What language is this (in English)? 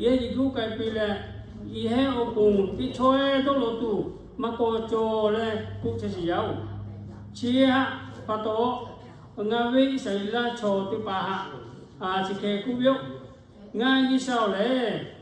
Lahu